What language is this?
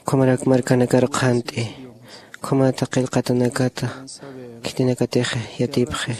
Aymara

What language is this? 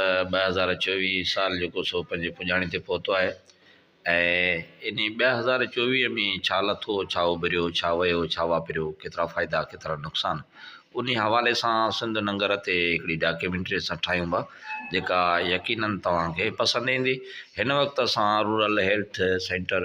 Sindhi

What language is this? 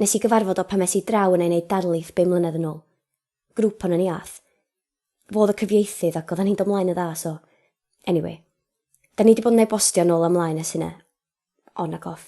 Welsh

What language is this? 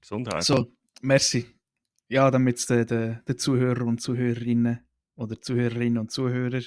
Swiss German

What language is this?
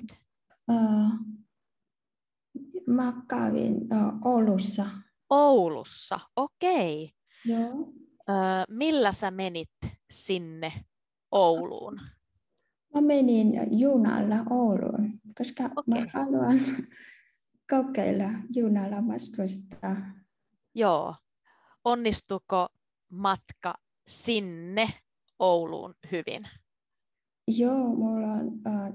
Finnish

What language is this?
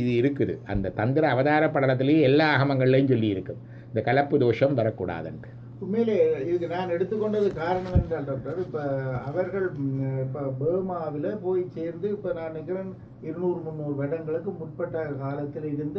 Tamil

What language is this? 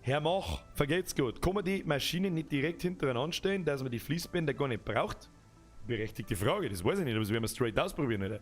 Bavarian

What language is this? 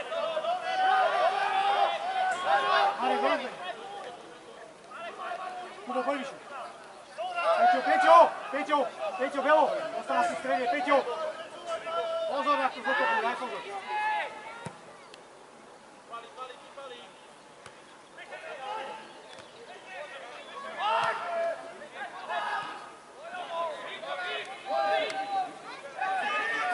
Slovak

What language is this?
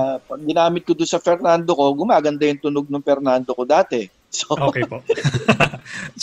Filipino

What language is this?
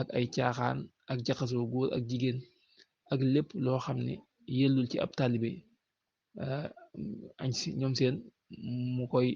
Wolof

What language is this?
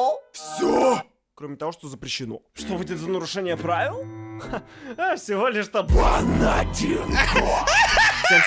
Russian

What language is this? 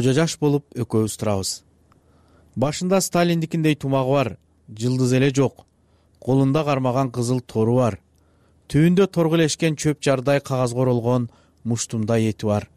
Kyrgyz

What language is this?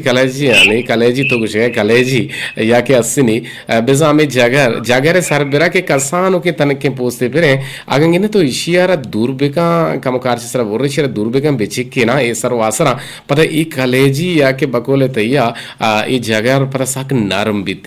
Eastern Balochi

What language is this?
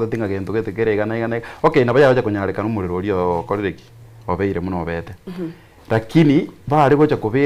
Gusii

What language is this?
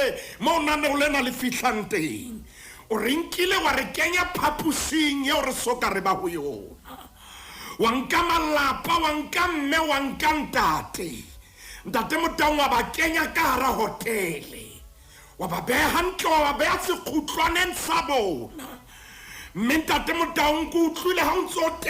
Southern Sotho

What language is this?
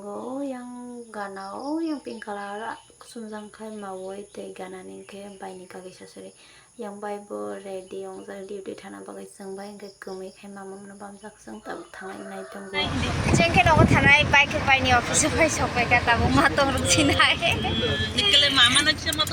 Kok Borok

